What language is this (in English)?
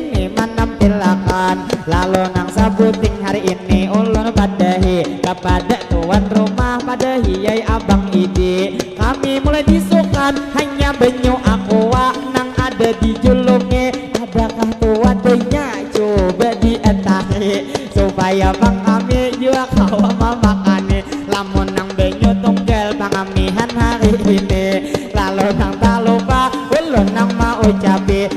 Banjar